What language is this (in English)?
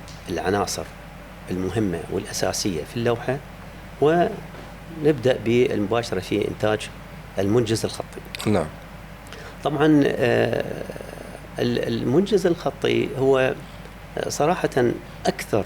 Mesopotamian Arabic